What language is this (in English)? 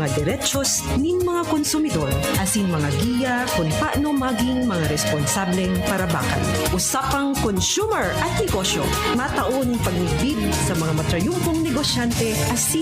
Bikol